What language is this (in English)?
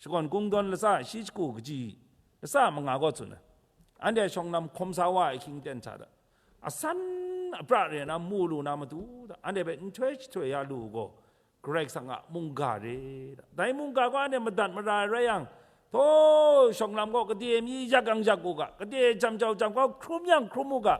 Kachin